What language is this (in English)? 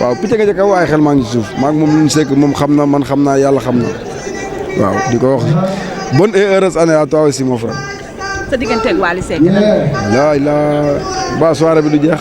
Wolof